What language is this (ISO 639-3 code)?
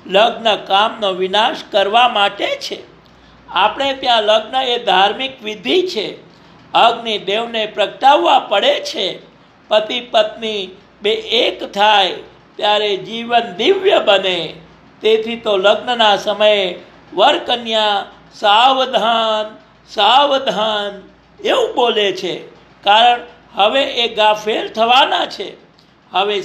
guj